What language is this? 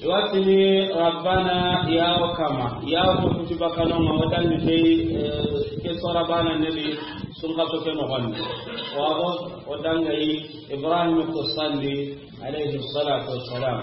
Soninke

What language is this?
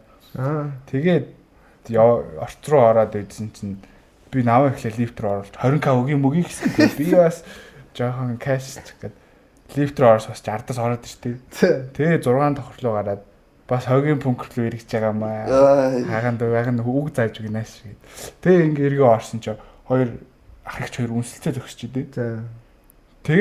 Mongolian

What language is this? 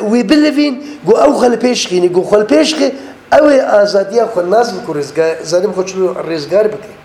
Kurdish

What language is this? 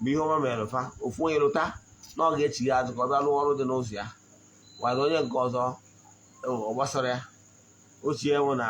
Igbo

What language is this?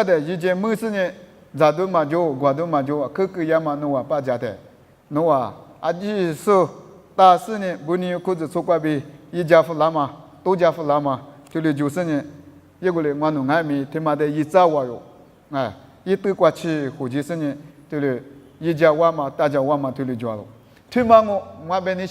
Lisu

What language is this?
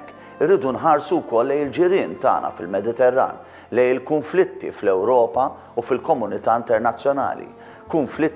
Maltese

